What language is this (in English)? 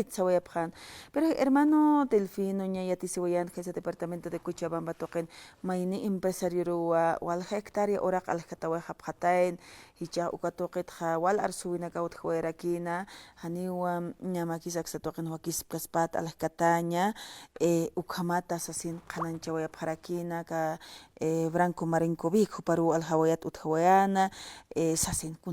Aymara